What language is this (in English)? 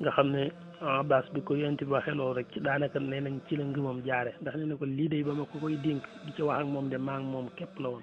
Wolof